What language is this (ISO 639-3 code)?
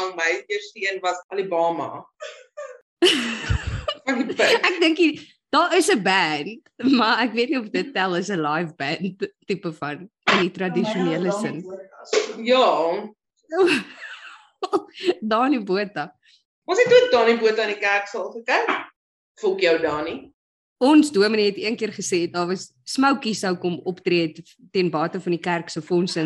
afr